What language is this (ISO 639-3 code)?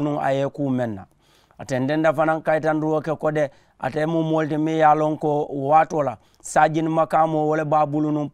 man